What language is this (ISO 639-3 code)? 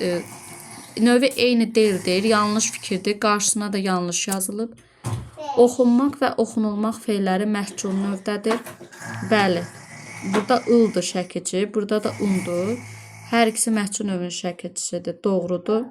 aze